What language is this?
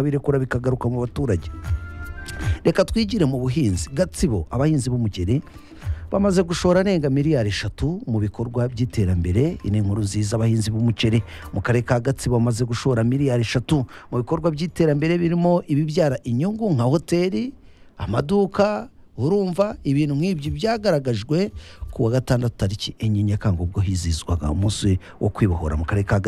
Kinyarwanda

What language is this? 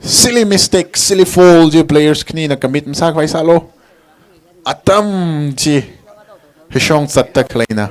Tangkhul Naga (India)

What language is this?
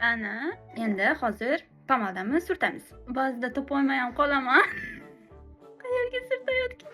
Uzbek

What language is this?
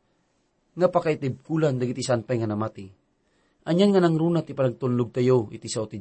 Iloko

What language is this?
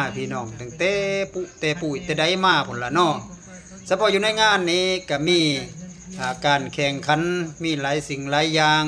Lao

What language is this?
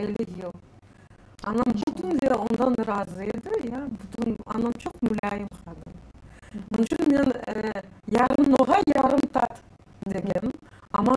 Crimean Tatar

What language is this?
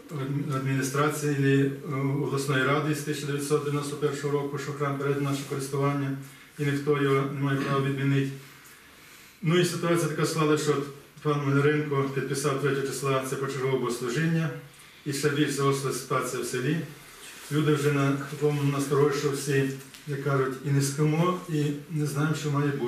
Ukrainian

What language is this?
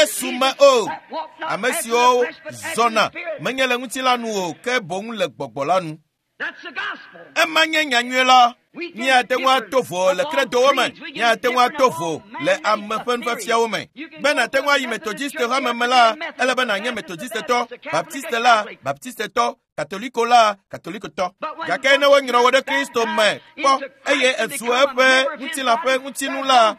Ewe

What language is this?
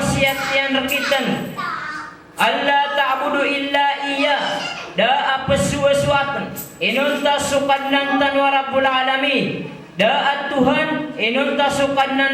Maranao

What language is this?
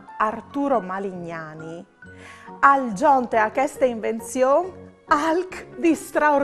Friulian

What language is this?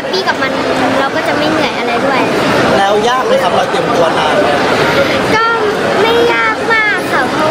Thai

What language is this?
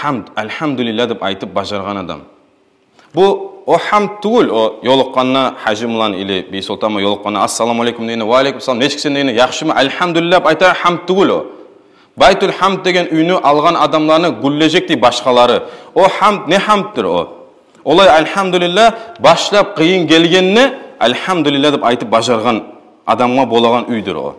Kumyk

